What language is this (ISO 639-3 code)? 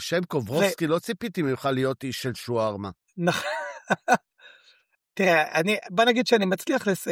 heb